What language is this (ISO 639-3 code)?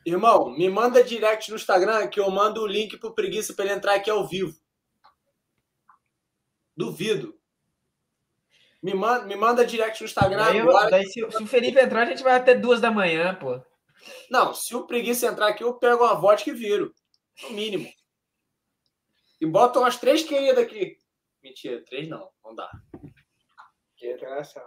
por